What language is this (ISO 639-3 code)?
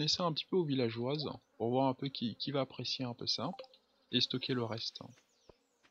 fra